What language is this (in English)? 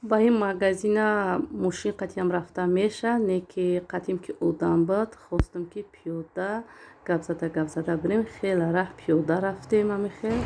Tajik